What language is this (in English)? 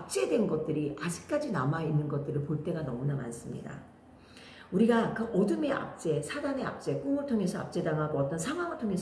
Korean